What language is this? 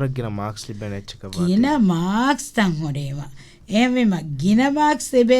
Divehi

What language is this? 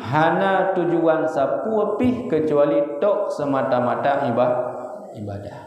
Achinese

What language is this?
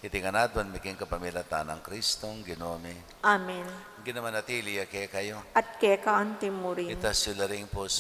Pampanga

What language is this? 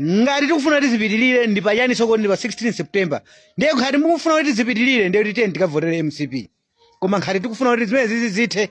Nyanja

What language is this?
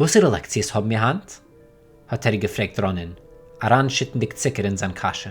Yiddish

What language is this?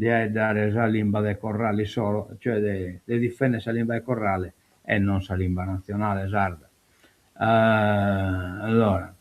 Sardinian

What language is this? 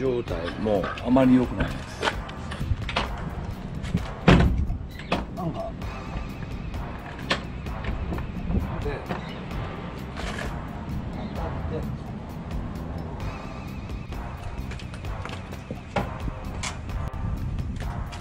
Japanese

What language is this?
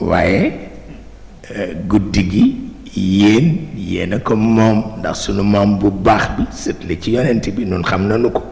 Wolof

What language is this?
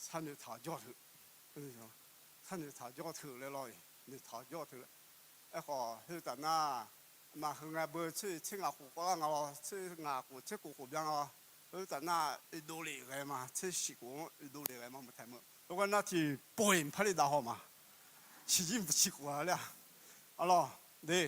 Akha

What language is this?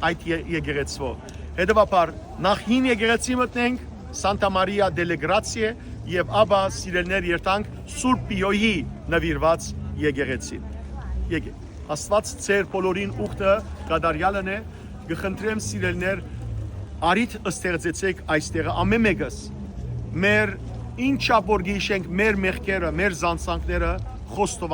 Western Armenian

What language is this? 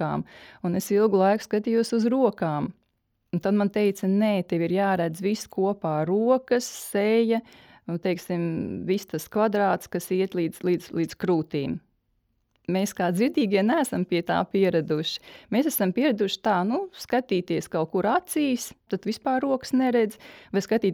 Latvian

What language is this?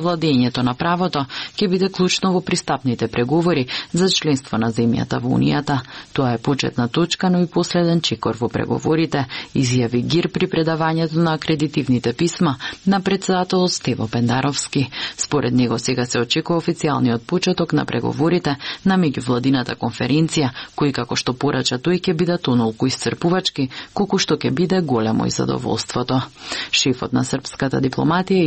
Macedonian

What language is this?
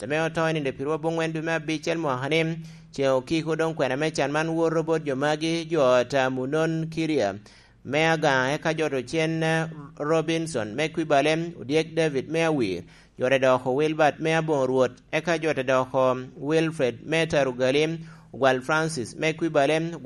Lango (Uganda)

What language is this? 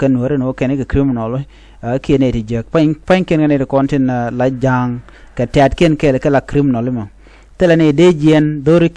Nuer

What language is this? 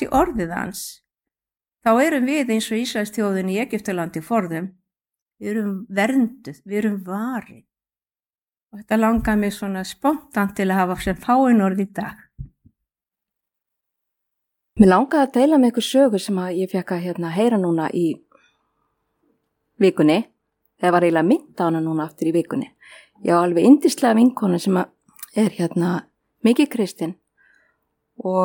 Icelandic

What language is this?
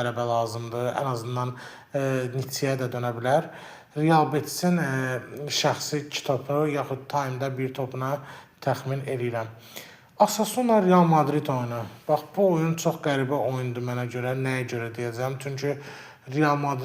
Azerbaijani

